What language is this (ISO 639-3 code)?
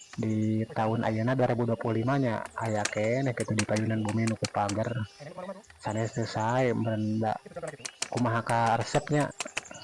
sun